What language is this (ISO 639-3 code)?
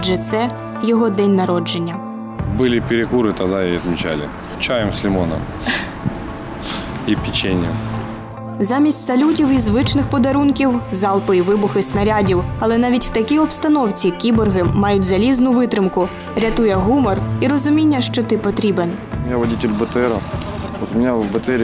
ukr